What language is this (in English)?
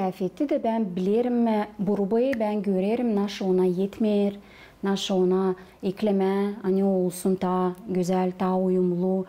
Gagauz